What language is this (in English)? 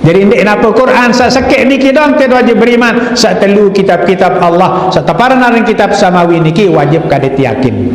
Sasak